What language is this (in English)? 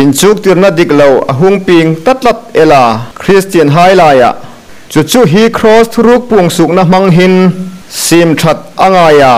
Hmar